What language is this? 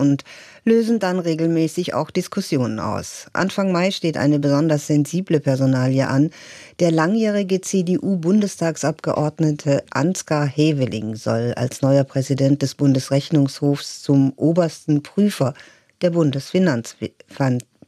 German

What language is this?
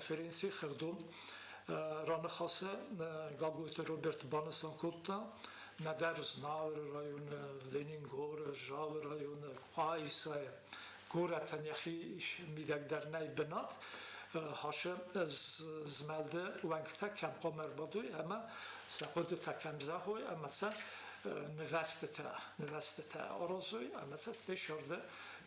Ossetic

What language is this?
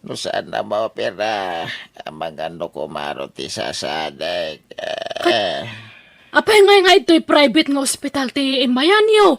Iloko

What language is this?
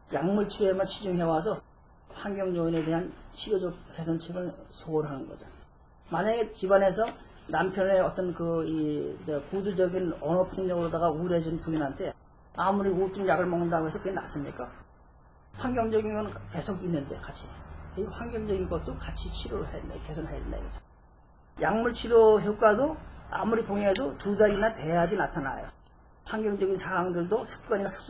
Korean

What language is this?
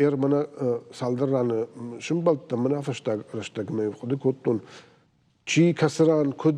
Ossetic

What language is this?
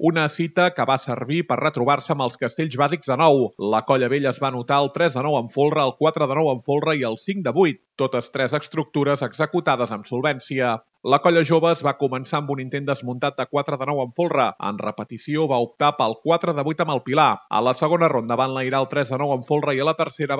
Catalan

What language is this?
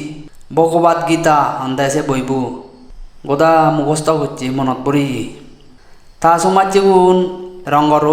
Chakma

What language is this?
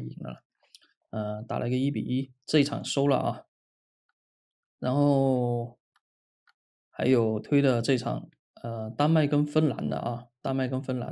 Chinese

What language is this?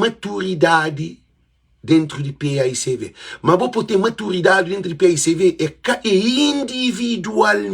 Kabuverdianu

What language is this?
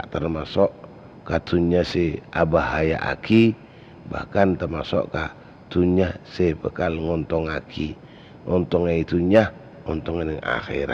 Madurese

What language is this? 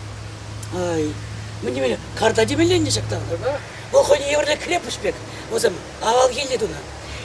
Chuvash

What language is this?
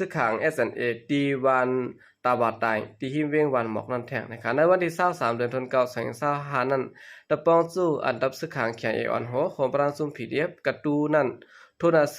Shan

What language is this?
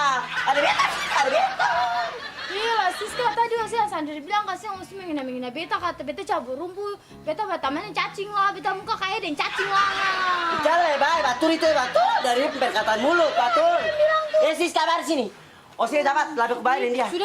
Ambonese Malay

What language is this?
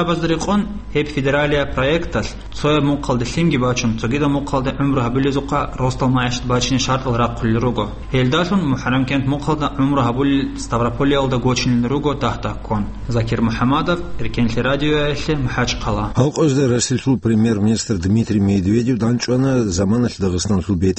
Avaric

